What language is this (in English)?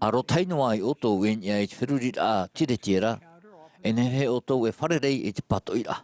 Tahitian